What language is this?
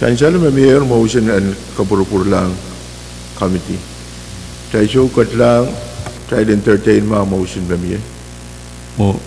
Pohnpeian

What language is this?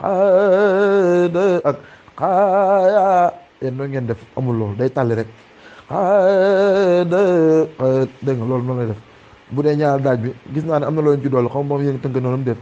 Wolof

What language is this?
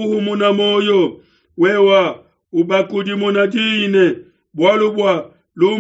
Luba-Lulua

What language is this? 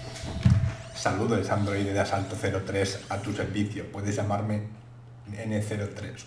Spanish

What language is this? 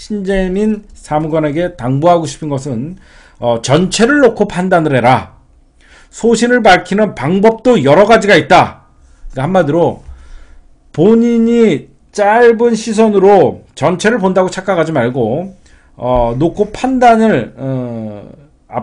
Korean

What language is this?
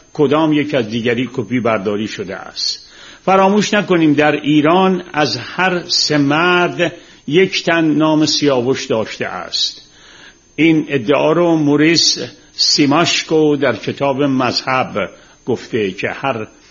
Persian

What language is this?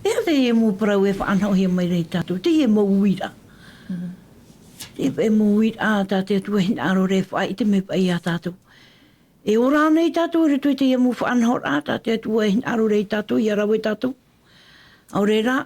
Tahitian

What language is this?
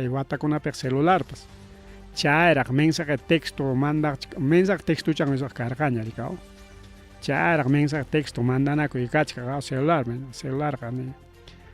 Ayacucho Quechua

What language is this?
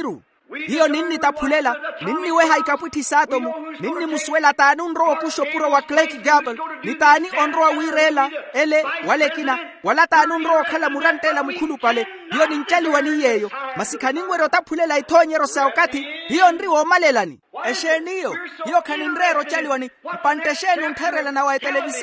Makhuwa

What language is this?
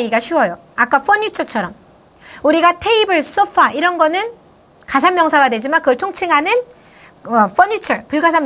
Korean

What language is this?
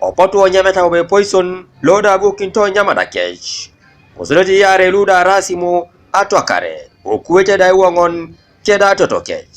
Teso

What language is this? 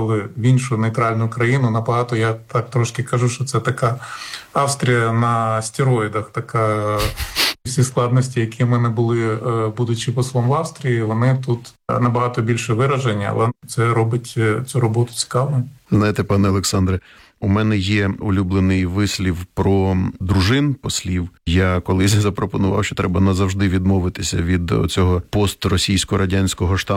Ukrainian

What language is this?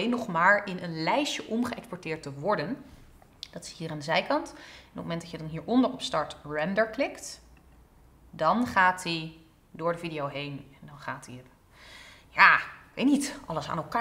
Dutch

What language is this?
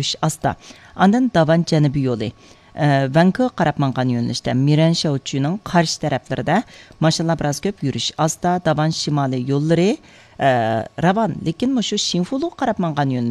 Uyghur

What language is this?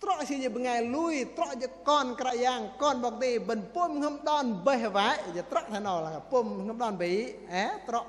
Bahnar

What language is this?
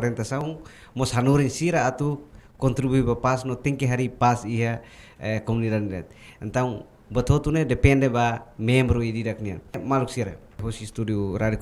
Tetum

